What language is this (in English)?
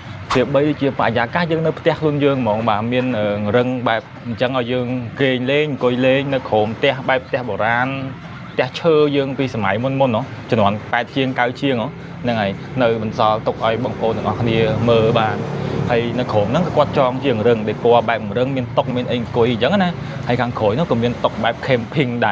Khmer